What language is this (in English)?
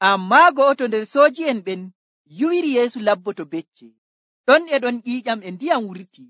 Nigerian Fulfulde